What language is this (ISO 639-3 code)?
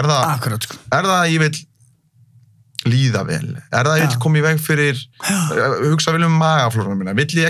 isl